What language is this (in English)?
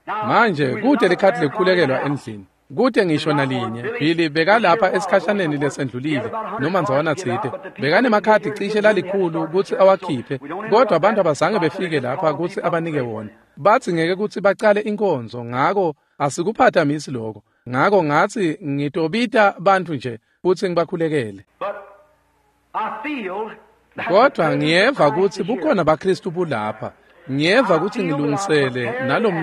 Swati